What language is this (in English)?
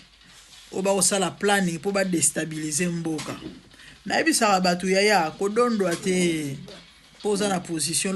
Lingala